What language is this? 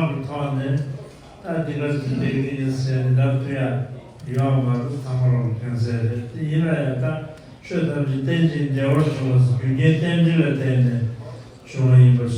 Tibetan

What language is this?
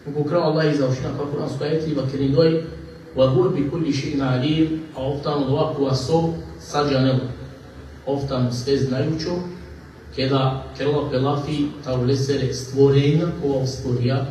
Balkan Romani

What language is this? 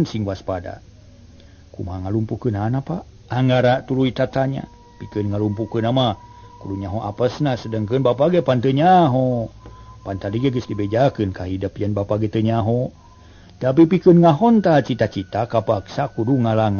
Sundanese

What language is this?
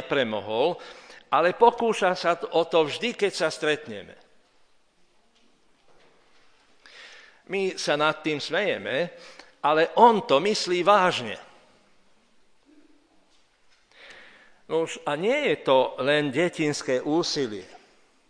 Slovak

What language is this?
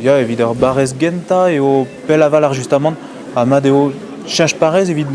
Breton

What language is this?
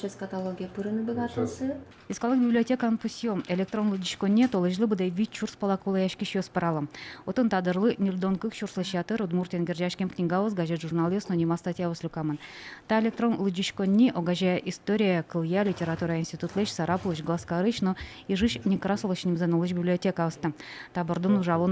Udmurt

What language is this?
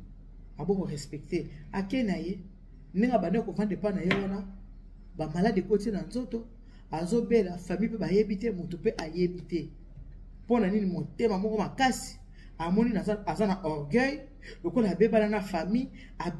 Lingala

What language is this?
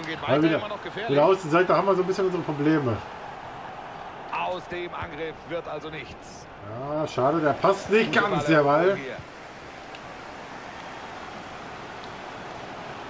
German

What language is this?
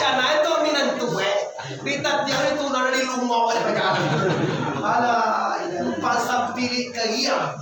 Minangkabau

